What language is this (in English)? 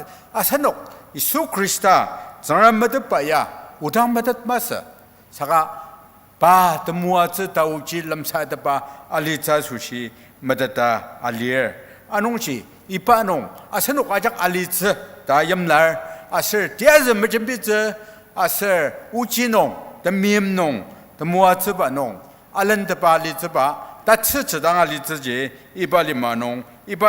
Ao Naga